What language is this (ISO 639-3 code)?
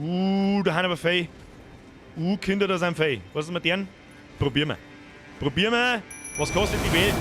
bar